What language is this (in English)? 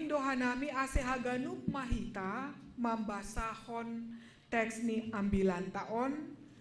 Batak Simalungun